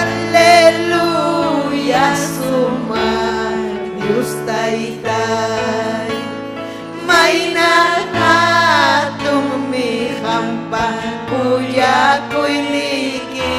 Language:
Ayacucho Quechua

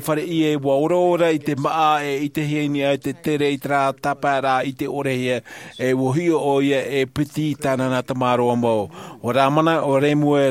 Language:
Tahitian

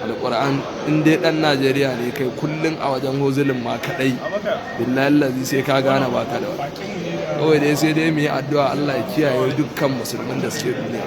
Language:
Hausa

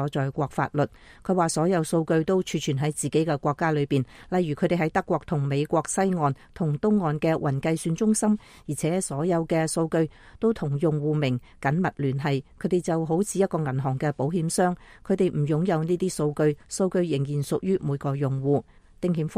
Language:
Cantonese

